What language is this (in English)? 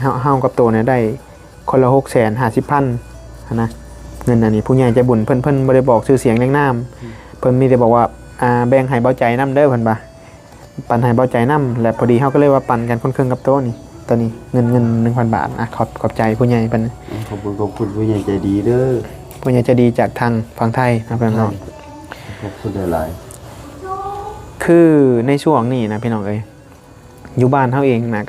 Northeastern Thai